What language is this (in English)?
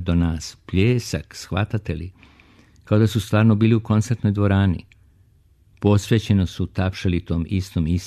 Serbian